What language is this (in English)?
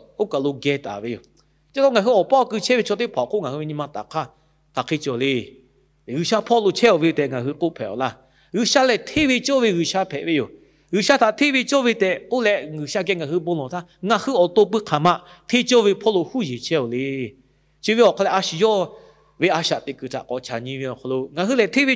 Lahu